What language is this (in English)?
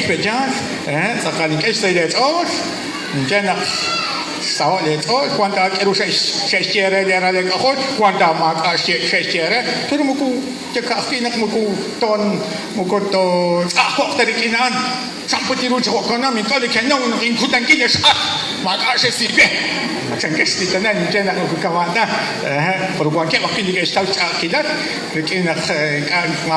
Kekchí